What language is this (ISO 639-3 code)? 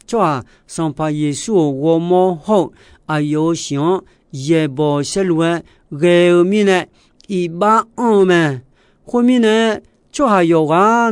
ahk